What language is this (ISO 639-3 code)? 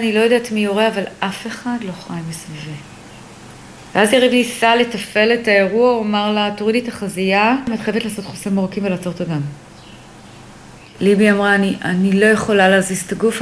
heb